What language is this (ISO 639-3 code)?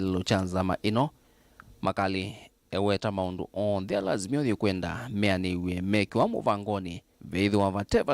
kam